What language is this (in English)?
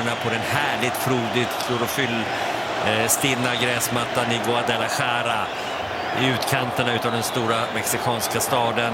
Swedish